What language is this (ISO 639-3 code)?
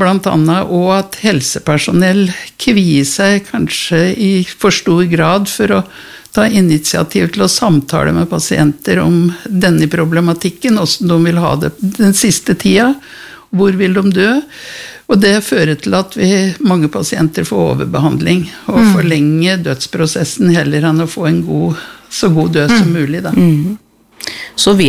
nor